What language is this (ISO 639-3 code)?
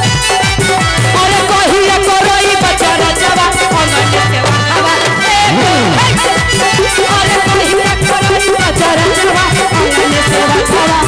mag